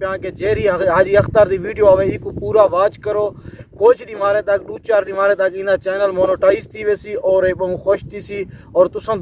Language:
Saraiki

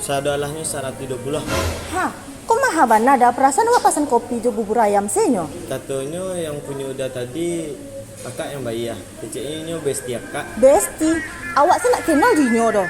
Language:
Minangkabau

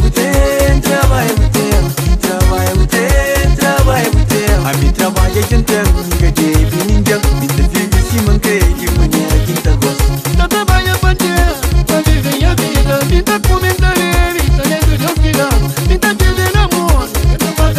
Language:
Kabuverdianu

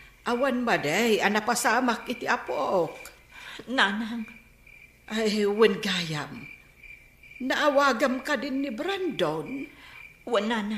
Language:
Iloko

